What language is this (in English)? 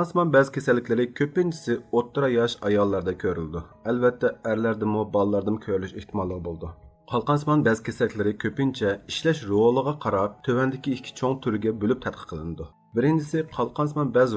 Uyghur